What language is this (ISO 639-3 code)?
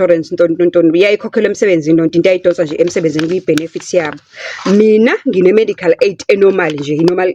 zul